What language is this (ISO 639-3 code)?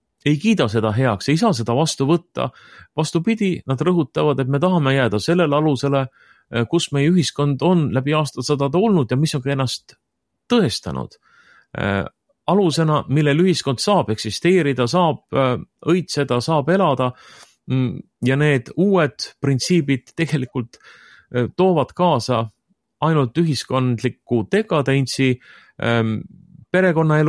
est